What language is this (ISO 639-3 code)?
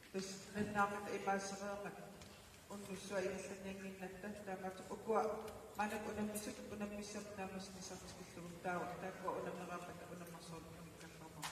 kal